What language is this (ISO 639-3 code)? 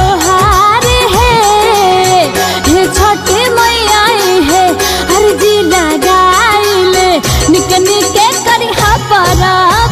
bho